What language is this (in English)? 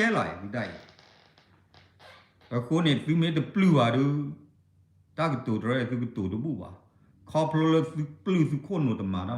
S'gaw Karen